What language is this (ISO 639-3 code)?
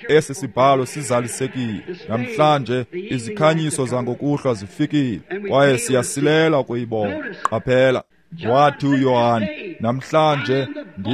xho